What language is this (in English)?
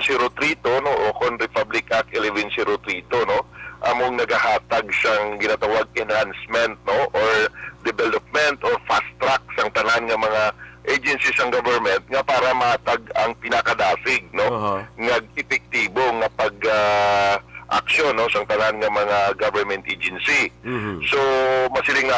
Hiligaynon